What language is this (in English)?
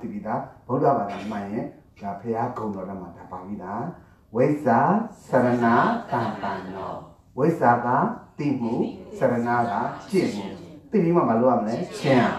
Burmese